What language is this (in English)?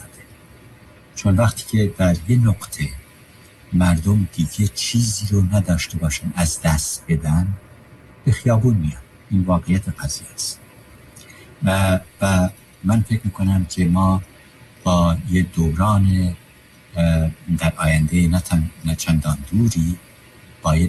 Persian